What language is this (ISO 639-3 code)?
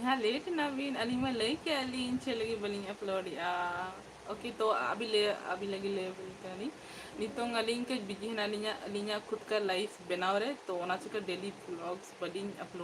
sat